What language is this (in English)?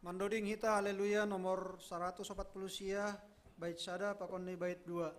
Batak Simalungun